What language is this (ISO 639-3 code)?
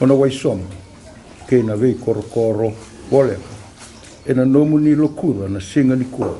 fij